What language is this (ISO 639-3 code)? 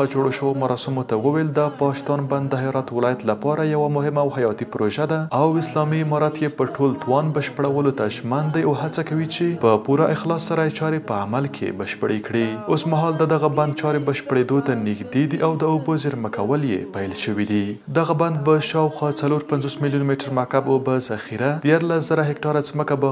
pus